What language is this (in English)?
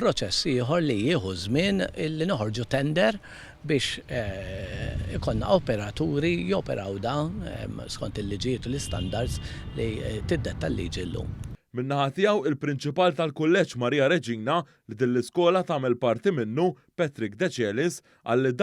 Maltese